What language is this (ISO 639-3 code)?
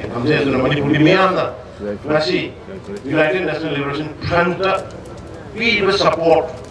mni